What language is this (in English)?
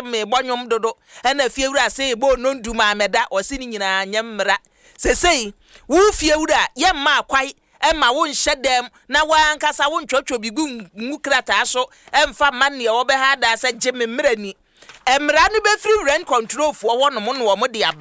Akan